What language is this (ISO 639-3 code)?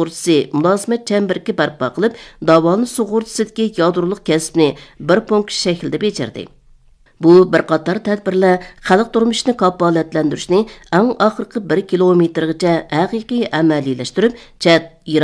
uig